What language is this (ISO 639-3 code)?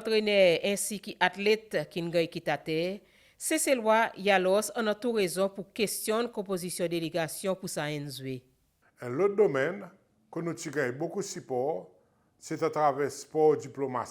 crs